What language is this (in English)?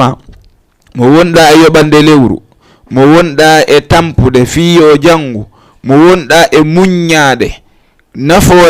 Fula